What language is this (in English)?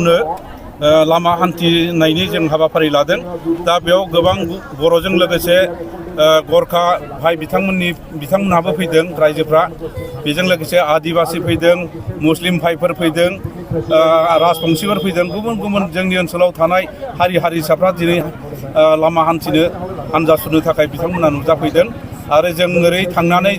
Bodo